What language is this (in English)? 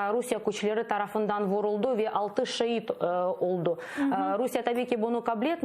Crimean Tatar